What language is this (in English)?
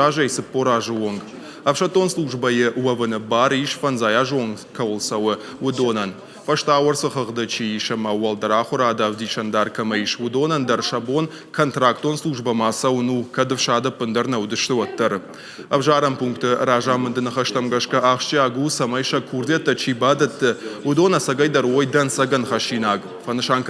Ossetic